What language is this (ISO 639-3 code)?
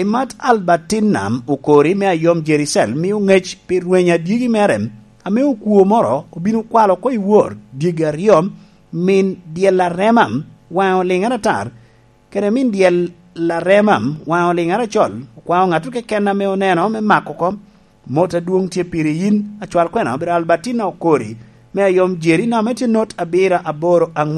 laj